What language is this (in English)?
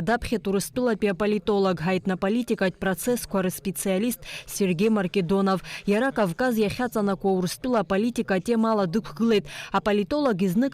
Abkhazian